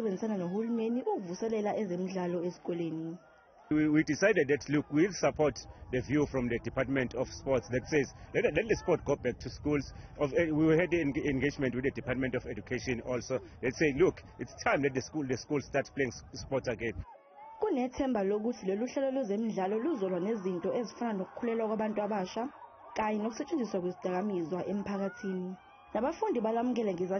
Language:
Zulu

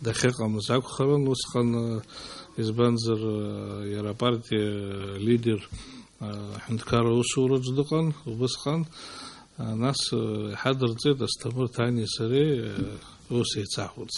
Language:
Abkhazian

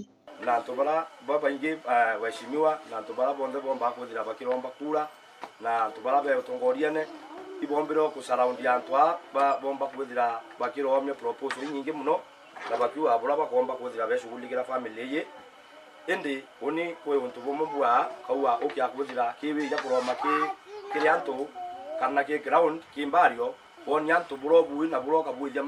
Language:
Meru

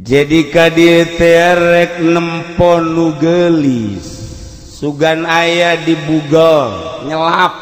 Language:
Sundanese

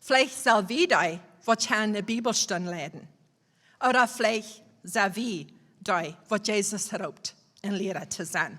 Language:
Plautdietsch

